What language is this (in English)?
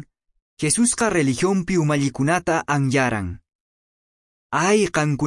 Quechua